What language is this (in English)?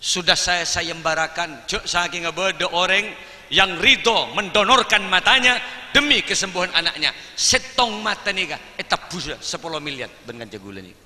Madurese